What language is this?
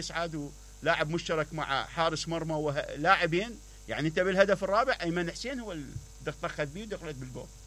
Mesopotamian Arabic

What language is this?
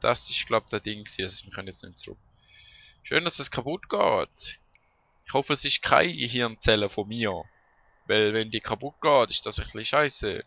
Swiss German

